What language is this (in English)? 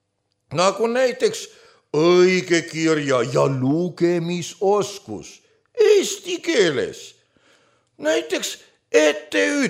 Estonian